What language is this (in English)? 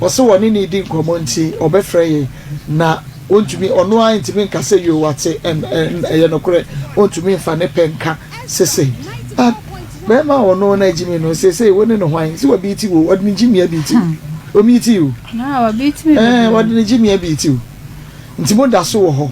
Akan